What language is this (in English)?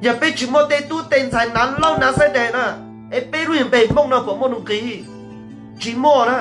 Hmong